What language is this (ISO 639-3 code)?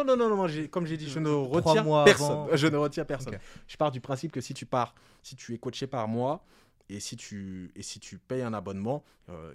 fra